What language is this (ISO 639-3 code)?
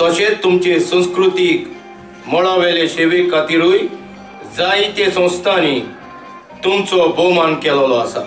kok